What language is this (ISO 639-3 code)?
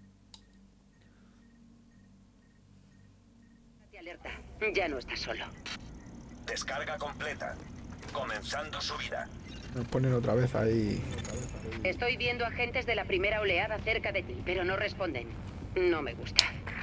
spa